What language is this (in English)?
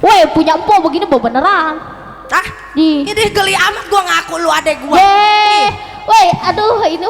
Betawi